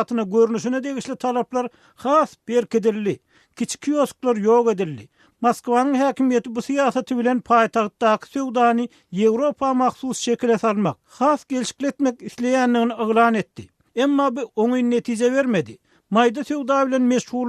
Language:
Turkmen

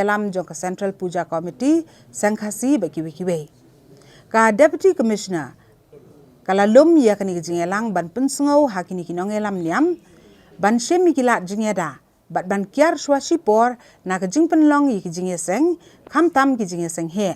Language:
Khasi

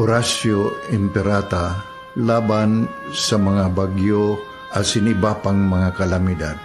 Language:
Bikol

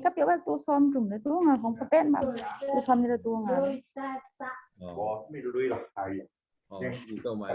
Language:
Tedim Chin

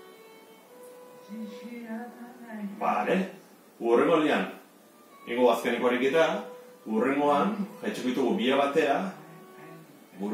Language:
Basque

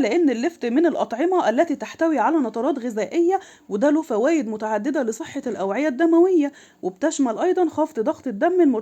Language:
Egyptian Arabic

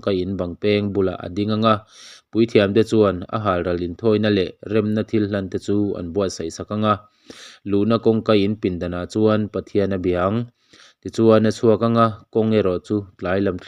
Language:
Mizo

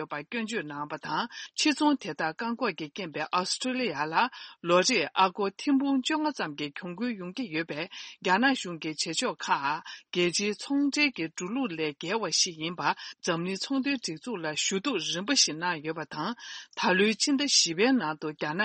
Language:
Tibetan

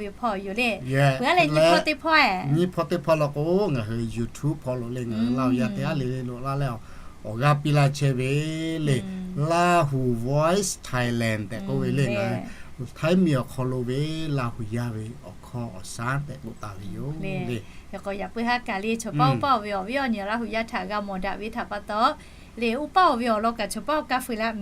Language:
Lahu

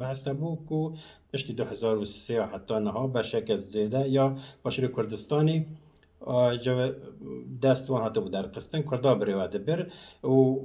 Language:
Kurdish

